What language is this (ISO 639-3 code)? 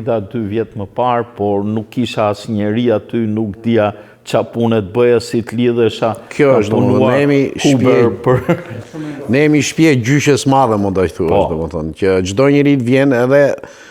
sqi